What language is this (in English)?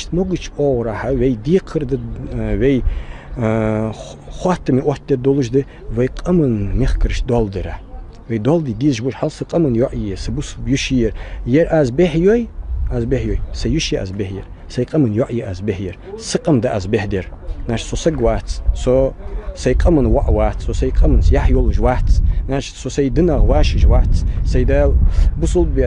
Ingush